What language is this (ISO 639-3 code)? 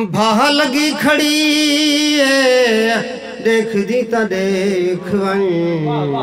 skr